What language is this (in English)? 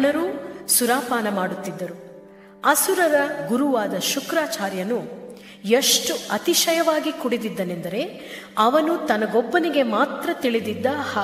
Kannada